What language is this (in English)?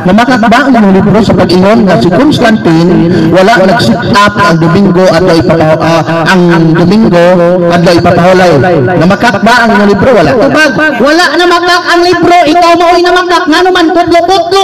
Cebuano